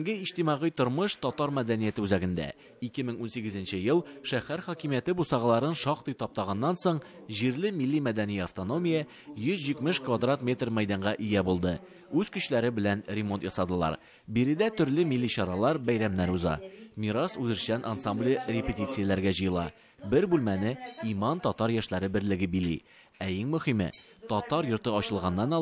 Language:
Tatar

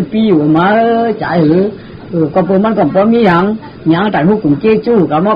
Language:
Shan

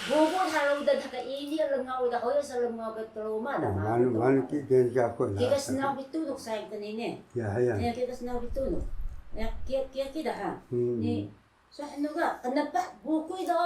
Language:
Taroko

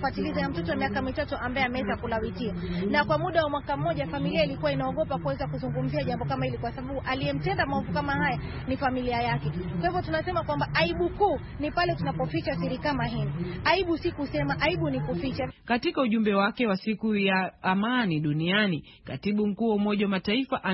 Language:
Swahili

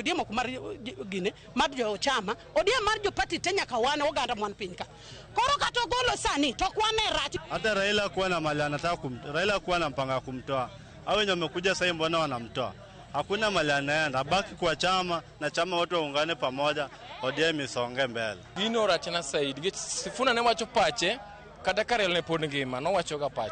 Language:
Luo (Kenya and Tanzania)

